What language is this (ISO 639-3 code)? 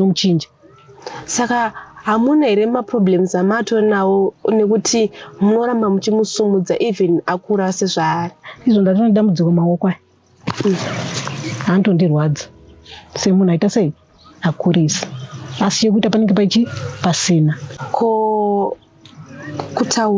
sna